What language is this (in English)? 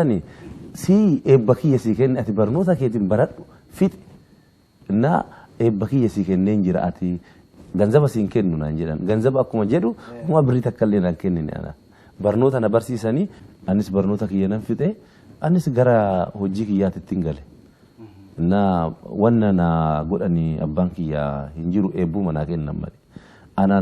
Oromo